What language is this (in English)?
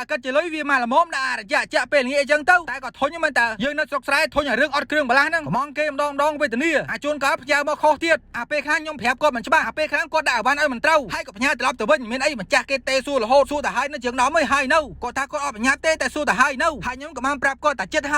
Khmer